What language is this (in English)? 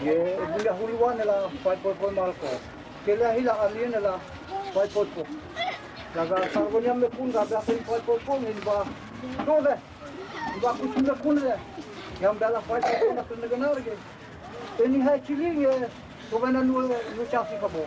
Dehu